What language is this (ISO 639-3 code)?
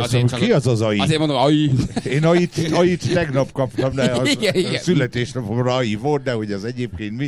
hun